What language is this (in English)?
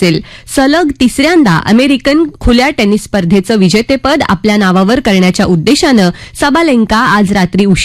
Marathi